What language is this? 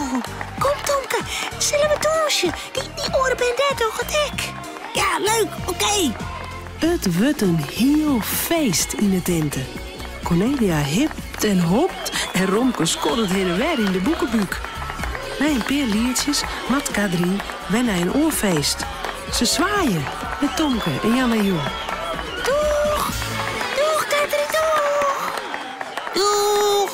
Western Frisian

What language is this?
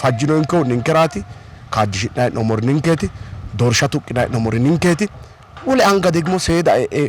Sidamo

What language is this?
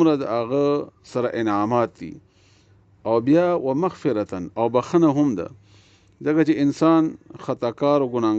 Pashto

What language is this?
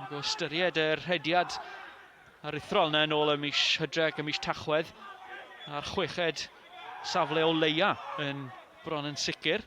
Welsh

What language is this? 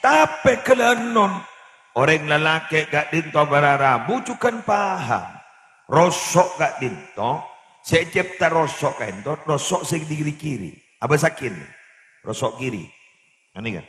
Madurese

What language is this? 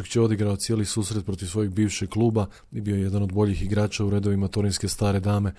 Croatian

